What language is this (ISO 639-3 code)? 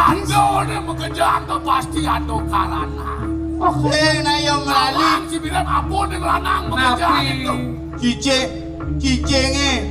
ban